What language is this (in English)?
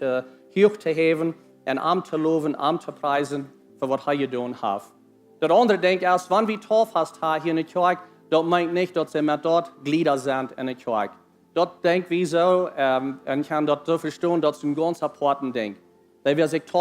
Plautdietsch